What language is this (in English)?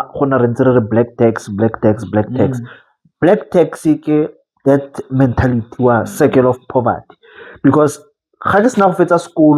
Tswana